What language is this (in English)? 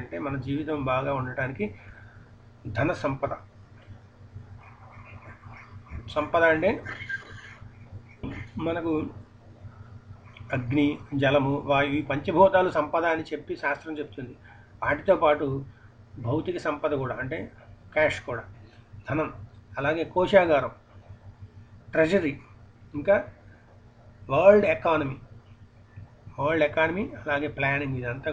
Telugu